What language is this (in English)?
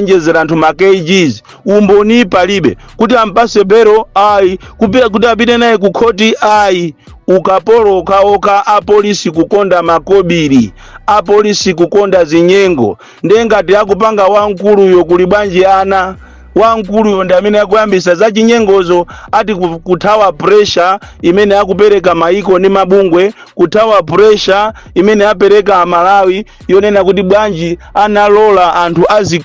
Nyanja